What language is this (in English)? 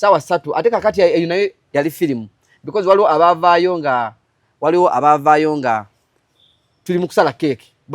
Ganda